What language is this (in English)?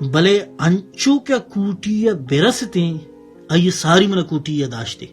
Baluchi